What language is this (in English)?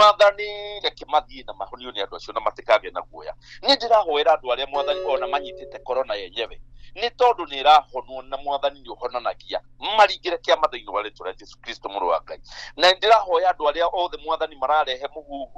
Kikuyu